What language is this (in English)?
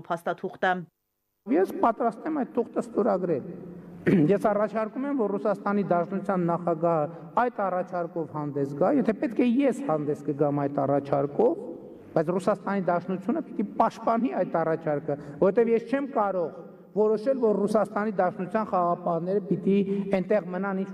Armenian